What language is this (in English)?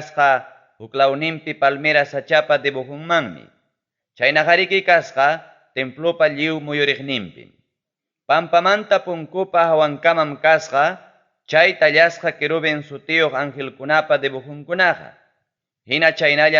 Ayacucho Quechua